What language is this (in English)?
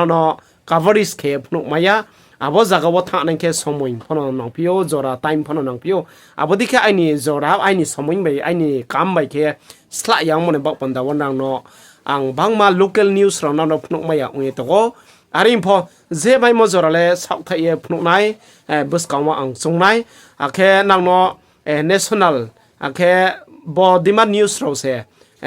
Riang (India)